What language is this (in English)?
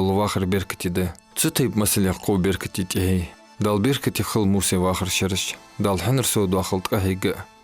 Ingush